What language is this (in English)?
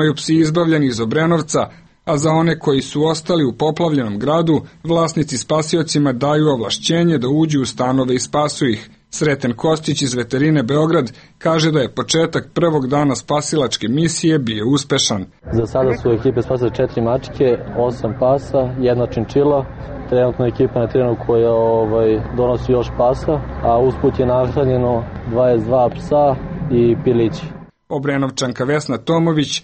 Serbian